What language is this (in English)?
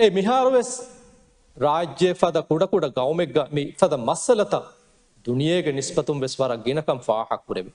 Divehi